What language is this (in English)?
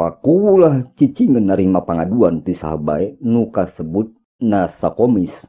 Sundanese